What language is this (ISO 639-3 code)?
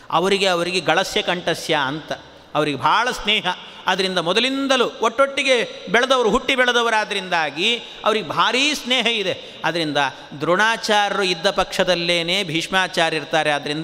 kan